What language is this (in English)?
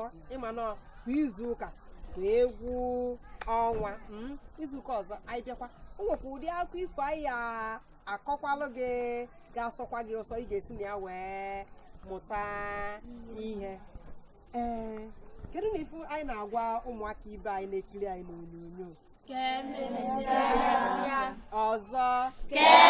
Igbo